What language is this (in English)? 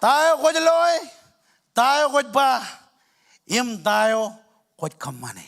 Marshallese